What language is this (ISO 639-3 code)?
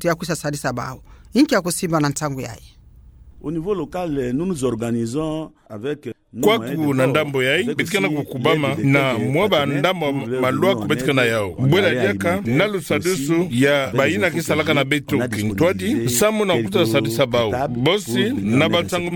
ktu